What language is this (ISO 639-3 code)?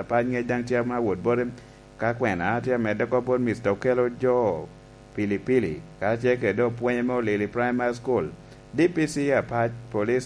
laj